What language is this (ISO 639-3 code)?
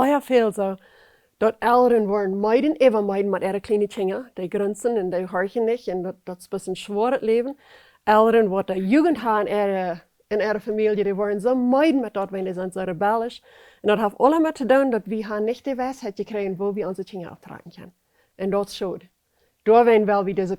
pdt